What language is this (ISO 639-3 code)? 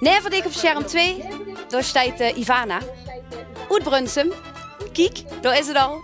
lim